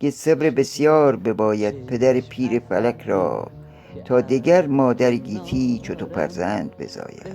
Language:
Gilaki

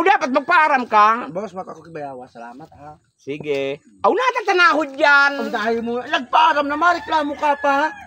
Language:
Bikol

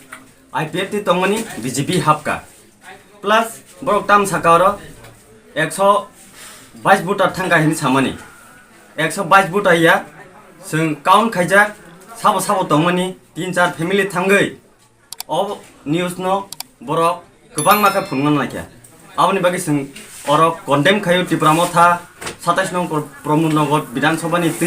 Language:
Kok Borok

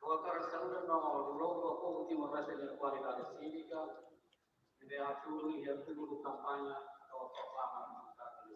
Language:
Tetum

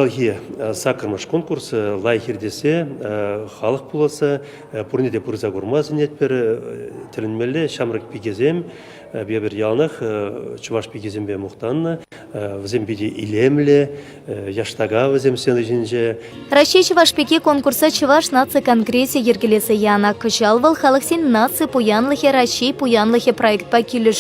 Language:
Chuvash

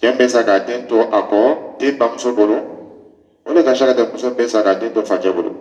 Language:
Dyula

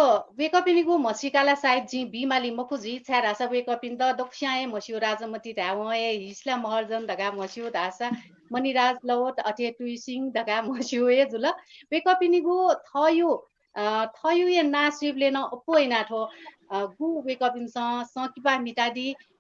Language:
Newari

